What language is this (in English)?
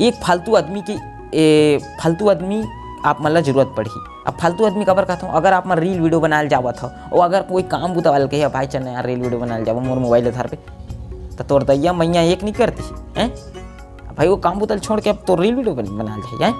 Chhattisgarhi